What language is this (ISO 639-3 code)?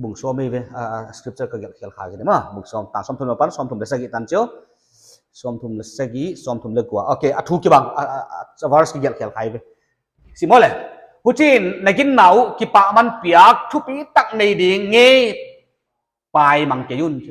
pck